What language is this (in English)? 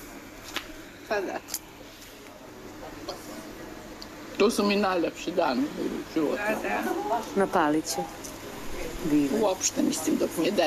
Serbian